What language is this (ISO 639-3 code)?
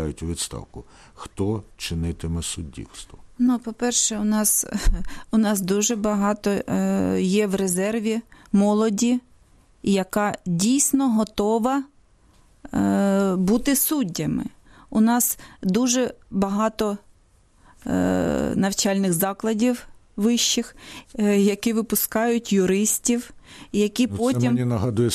ukr